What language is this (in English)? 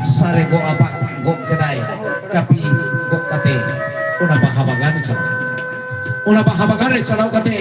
Santali